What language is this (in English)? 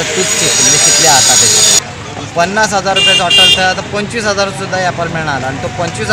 Konkani